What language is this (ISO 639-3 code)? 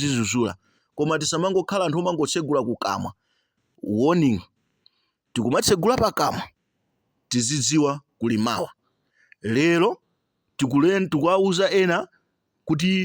nya